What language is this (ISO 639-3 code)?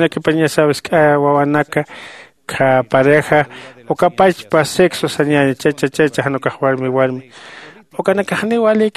aym